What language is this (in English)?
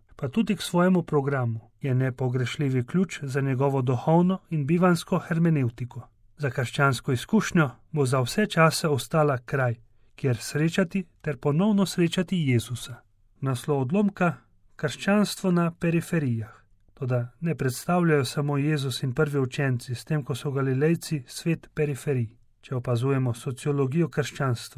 Slovenian